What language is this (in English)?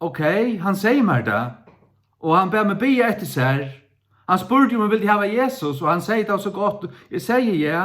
Faroese